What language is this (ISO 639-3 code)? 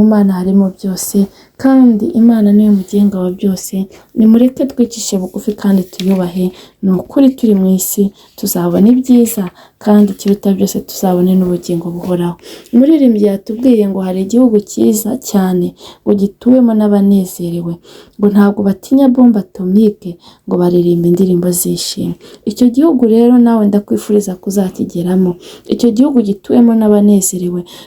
kin